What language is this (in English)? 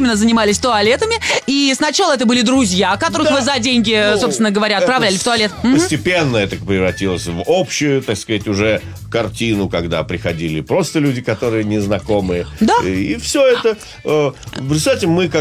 Russian